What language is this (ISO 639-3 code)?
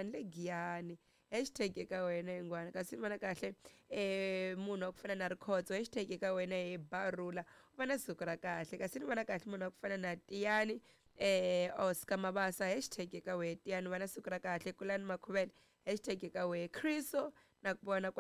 tso